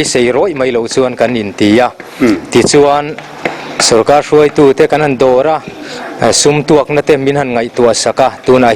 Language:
Mizo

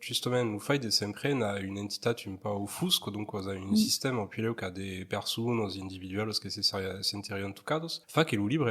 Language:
Occitan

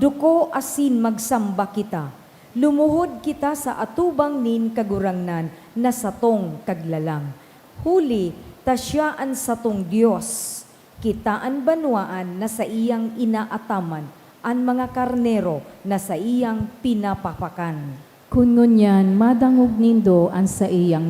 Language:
Bikol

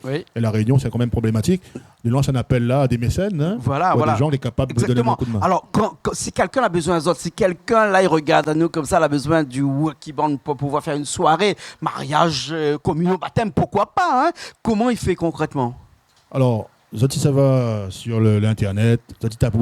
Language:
Réunion Creole French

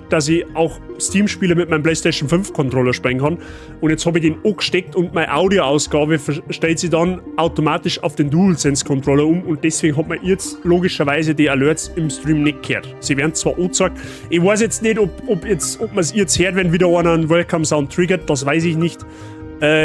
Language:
Bavarian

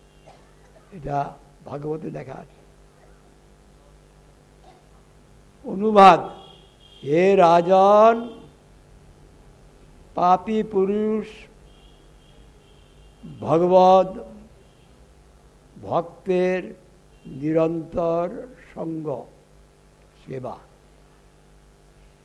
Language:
Bangla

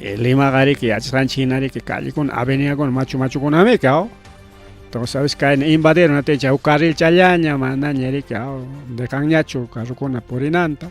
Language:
Ayacucho Quechua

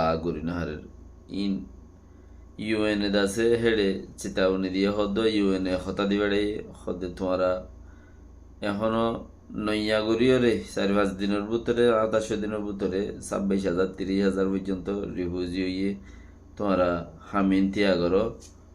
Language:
Rohingya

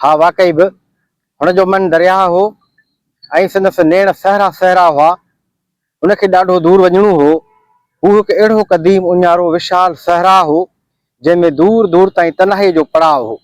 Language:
Sindhi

